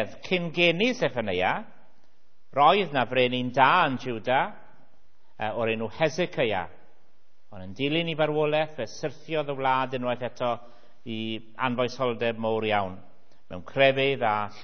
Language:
Welsh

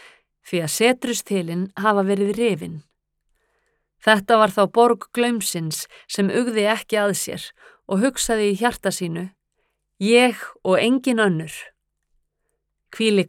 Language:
Icelandic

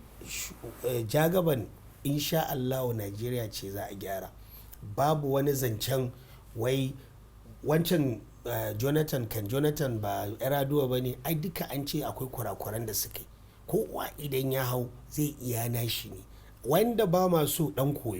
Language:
Hausa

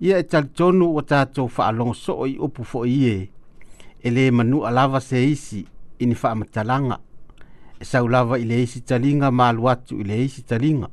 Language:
Samoan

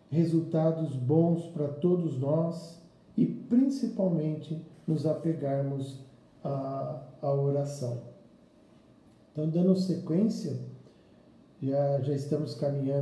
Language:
Portuguese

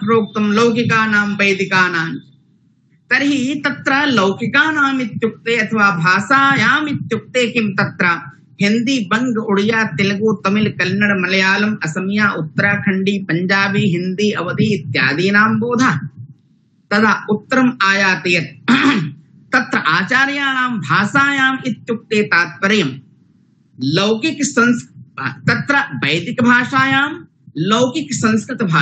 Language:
Sanskrit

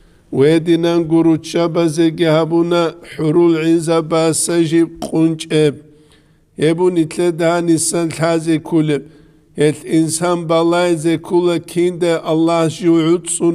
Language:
Avaric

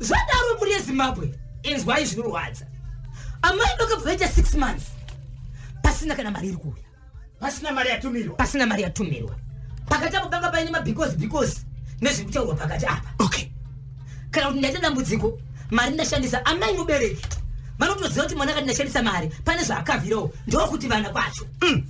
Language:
Shona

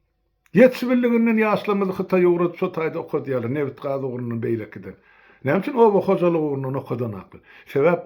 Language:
Turkmen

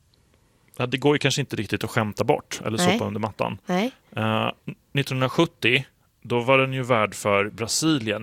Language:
Swedish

